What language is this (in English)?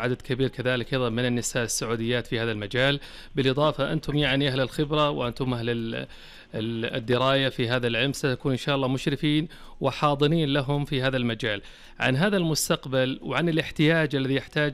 Najdi Arabic